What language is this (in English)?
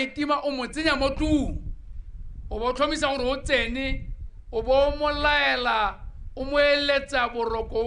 Tswana